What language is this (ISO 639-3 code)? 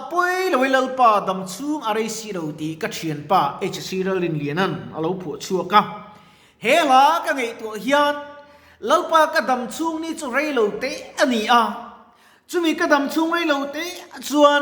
lus